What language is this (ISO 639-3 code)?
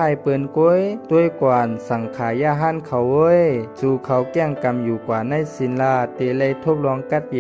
shn